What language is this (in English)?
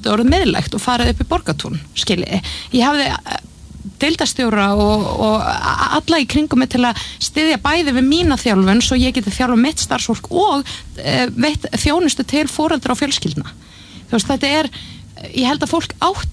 Icelandic